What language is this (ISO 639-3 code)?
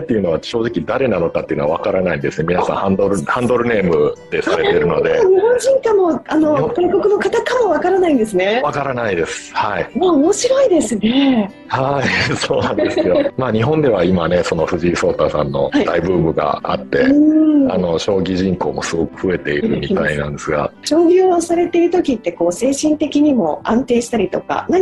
jpn